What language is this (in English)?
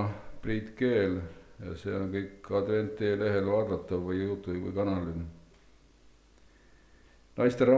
Estonian